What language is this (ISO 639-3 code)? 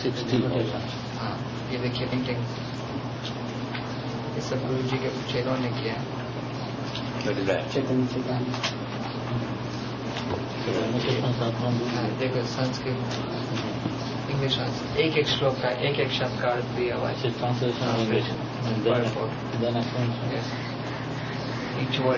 hin